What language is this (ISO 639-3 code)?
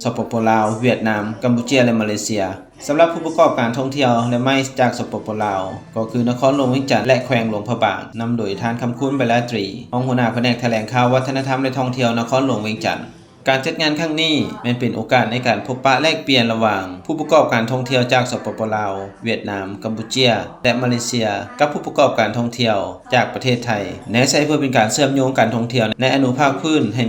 lao